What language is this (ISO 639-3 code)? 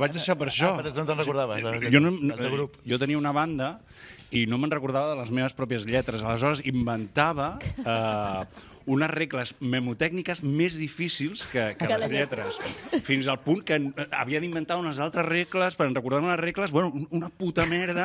cat